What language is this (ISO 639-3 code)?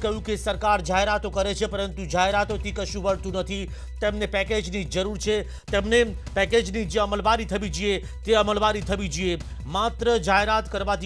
guj